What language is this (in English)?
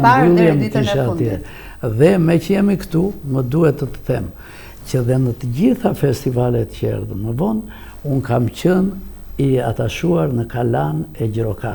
Albanian